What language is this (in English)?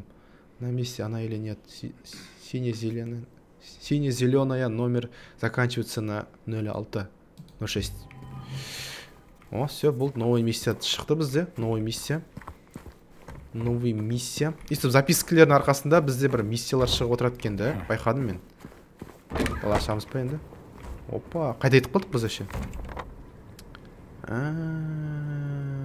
Kazakh